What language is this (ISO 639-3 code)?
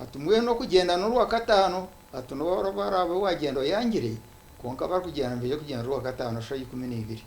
nyn